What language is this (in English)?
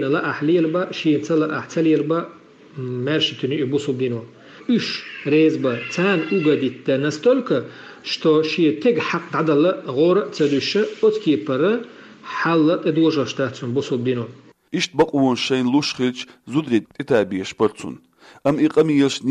Chechen